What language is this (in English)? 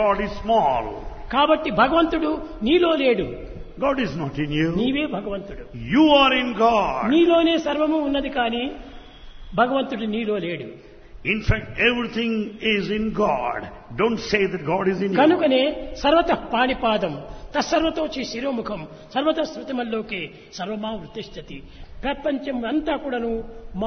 Telugu